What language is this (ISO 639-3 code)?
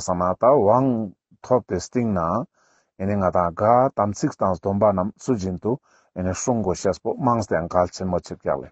lbj